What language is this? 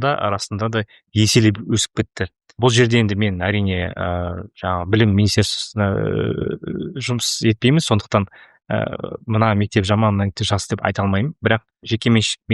Kazakh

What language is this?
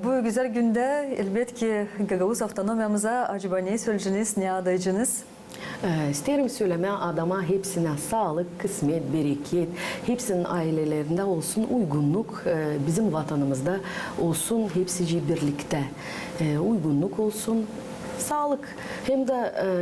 Gagauz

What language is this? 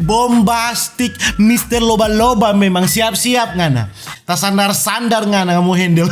Manado Malay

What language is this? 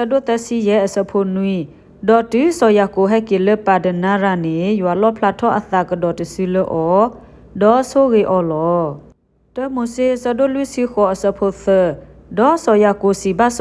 S'gaw Karen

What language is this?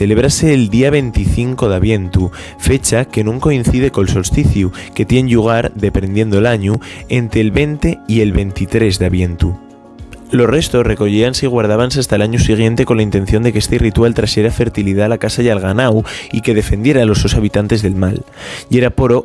Asturian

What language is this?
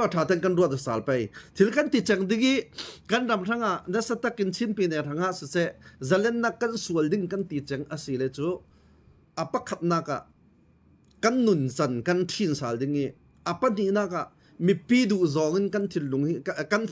Falam Chin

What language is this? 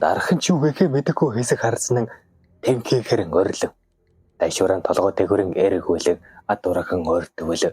Mongolian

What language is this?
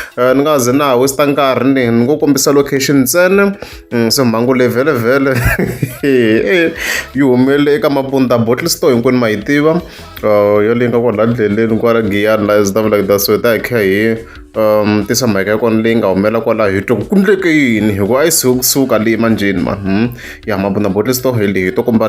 Tsonga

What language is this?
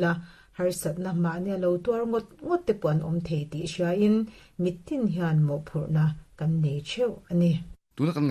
Mizo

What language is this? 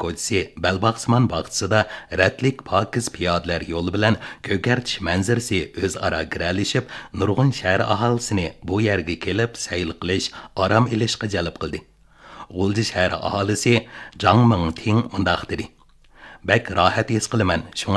Uyghur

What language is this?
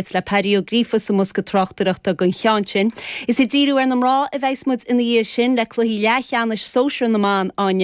Irish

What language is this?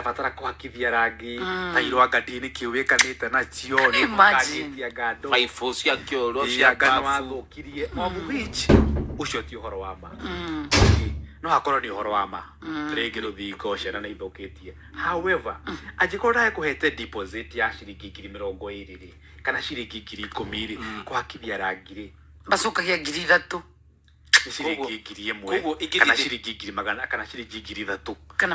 Kikuyu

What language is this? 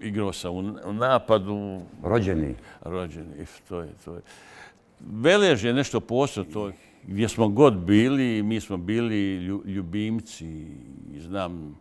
Bosnian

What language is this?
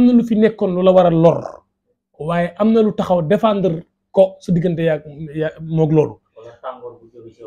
Wolof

